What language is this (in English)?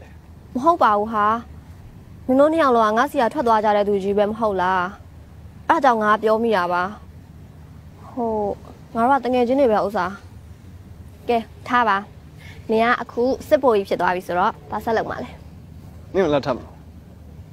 Burmese